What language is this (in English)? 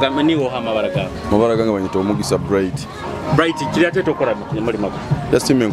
Nyoro